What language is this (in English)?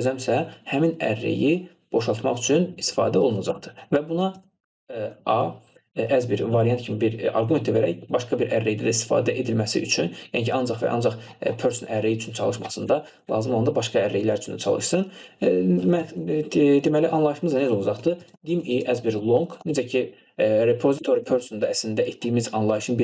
Azerbaijani